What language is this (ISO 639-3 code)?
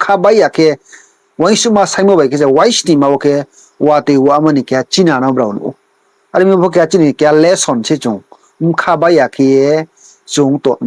ria